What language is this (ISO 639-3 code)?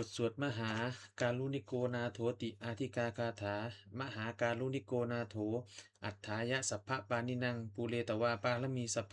pli